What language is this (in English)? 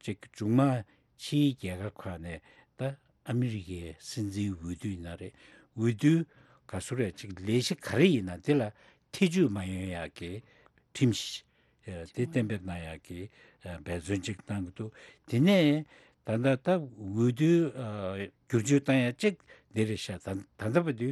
Tibetan